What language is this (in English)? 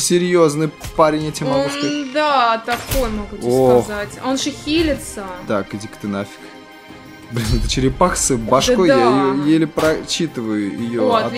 Russian